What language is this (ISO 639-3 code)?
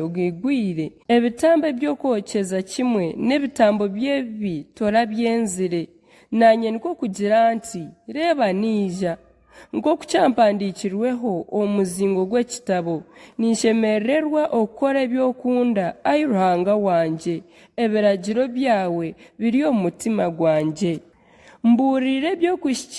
nyn